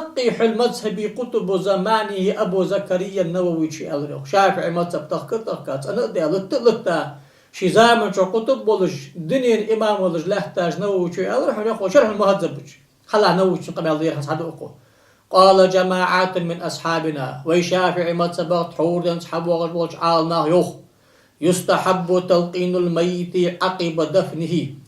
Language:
Ingush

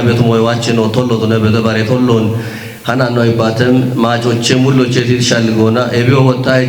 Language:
Kafa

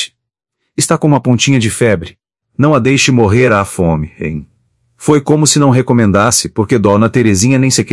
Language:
Portuguese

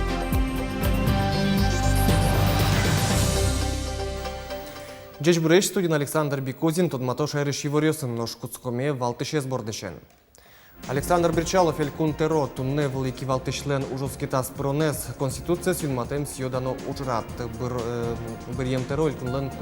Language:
Udmurt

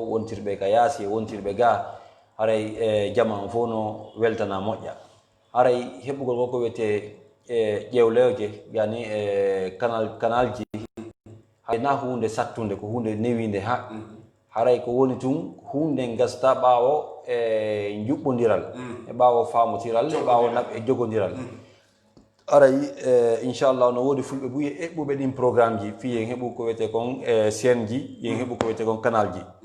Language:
Fula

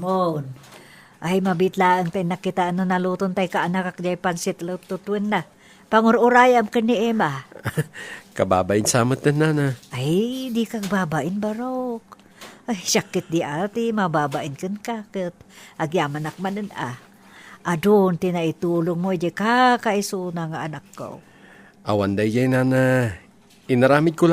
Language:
Iloko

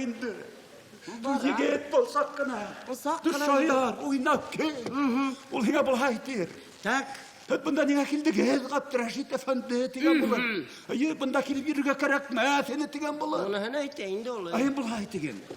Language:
Bashkir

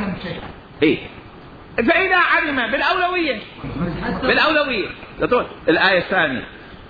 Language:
Mesopotamian Arabic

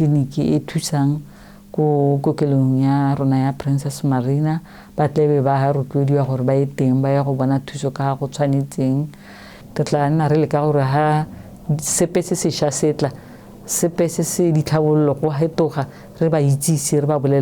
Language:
Tswana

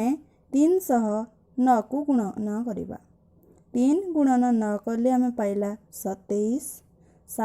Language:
Odia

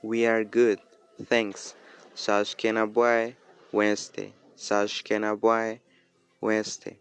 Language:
Bribri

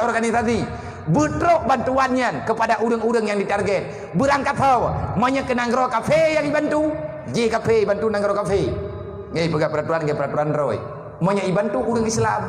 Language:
Achinese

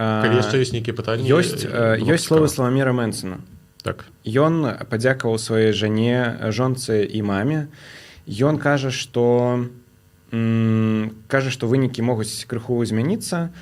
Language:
Belarusian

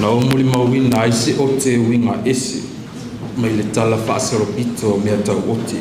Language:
Samoan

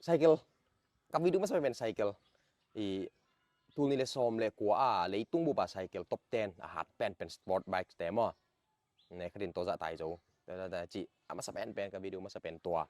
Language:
Tedim Chin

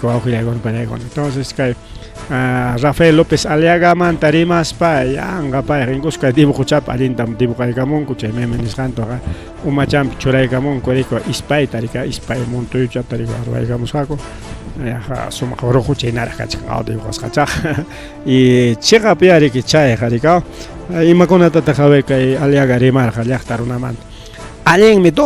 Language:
Ayacucho Quechua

